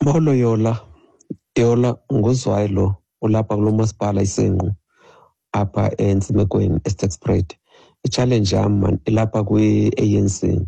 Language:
Xhosa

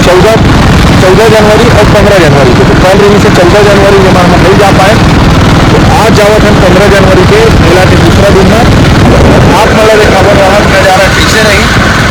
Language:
Chhattisgarhi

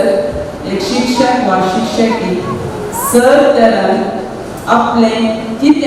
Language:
Konkani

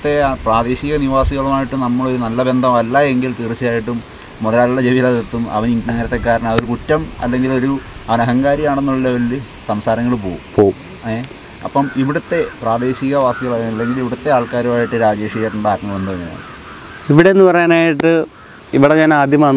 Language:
Malayalam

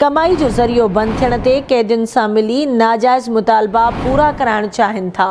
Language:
Sindhi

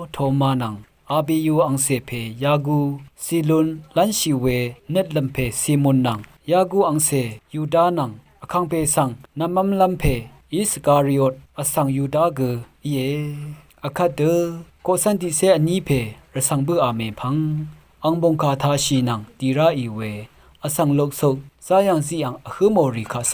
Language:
Rawang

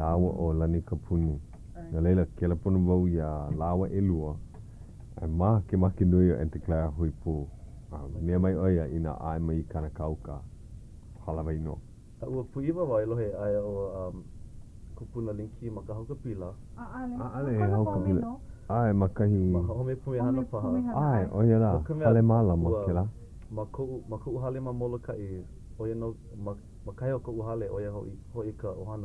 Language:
Hawaiian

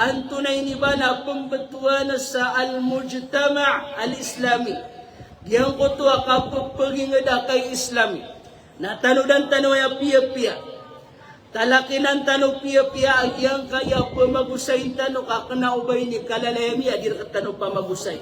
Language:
Maranao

